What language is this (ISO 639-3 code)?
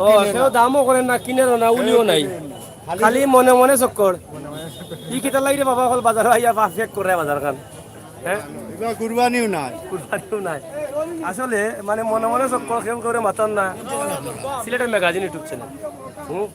syl